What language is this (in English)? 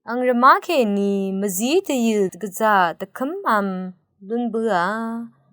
Rawang